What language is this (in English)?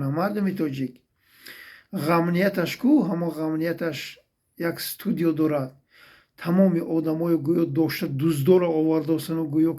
Tajik